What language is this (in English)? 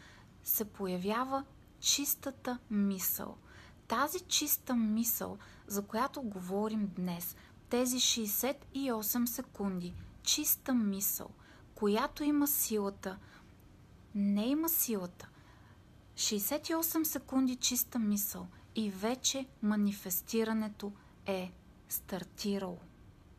Bulgarian